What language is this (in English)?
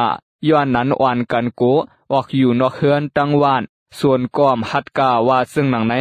Lao